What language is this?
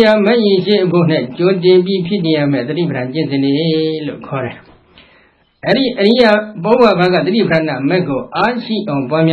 Burmese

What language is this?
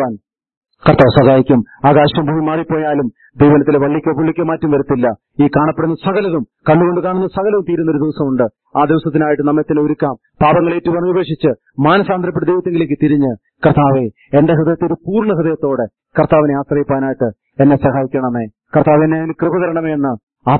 Malayalam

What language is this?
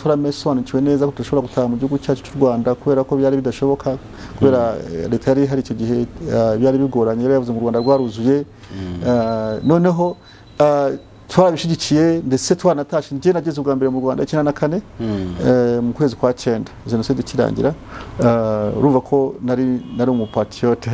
Kinyarwanda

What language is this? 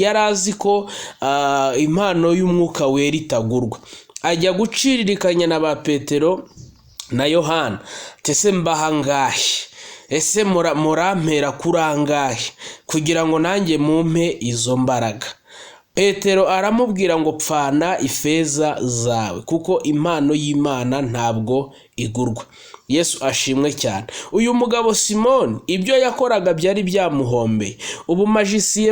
Kinyarwanda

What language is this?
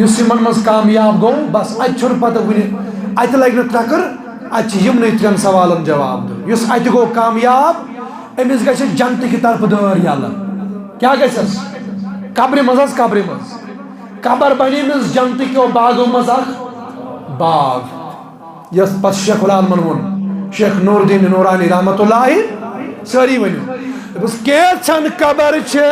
Kashmiri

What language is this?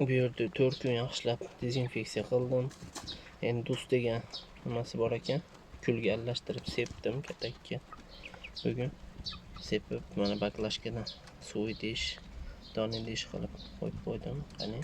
Uzbek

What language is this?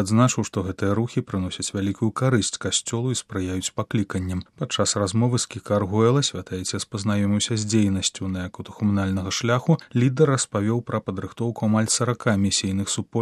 Belarusian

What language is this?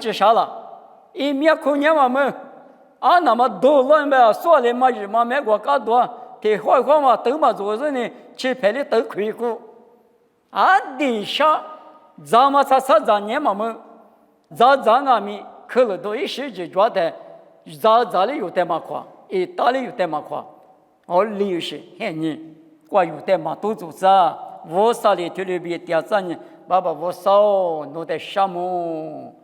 Lisu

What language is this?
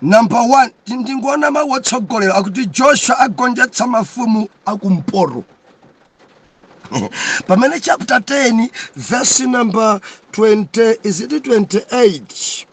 Nyanja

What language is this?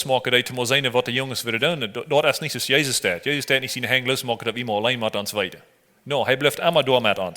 Plautdietsch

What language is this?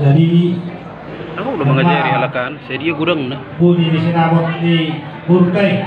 Batak Toba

